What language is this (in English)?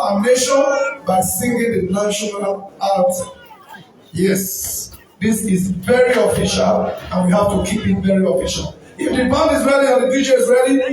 Nigerian Pidgin